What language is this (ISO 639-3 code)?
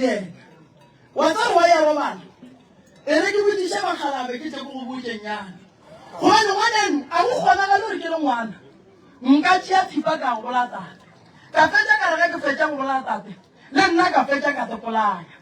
nso